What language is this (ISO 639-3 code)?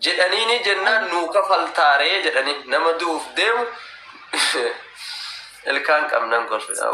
orm